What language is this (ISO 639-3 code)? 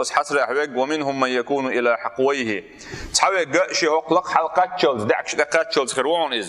che